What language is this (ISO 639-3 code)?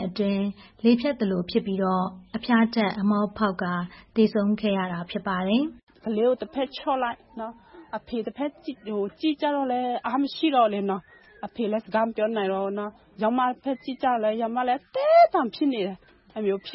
mya